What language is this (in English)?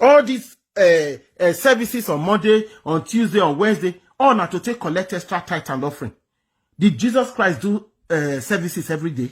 Nigerian Pidgin